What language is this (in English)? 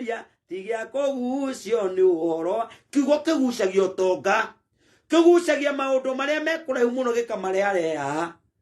Kikuyu